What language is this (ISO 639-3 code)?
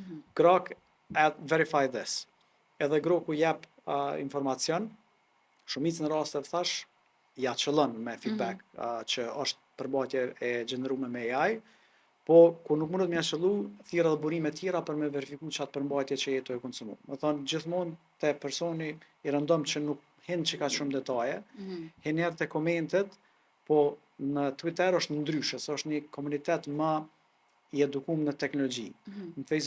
sqi